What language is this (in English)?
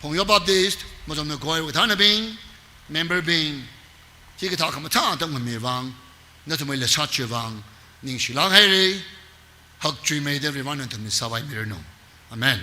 Tangkhul Naga (India)